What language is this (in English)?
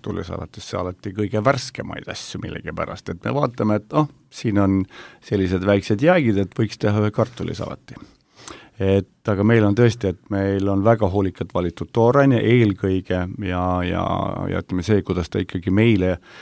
Estonian